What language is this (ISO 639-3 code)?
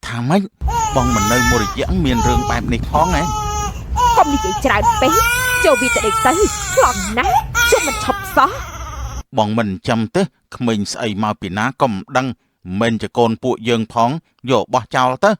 khm